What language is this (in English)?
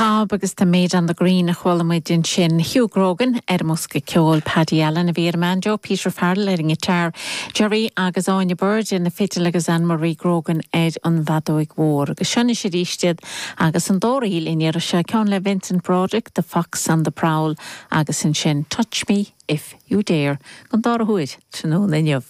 Irish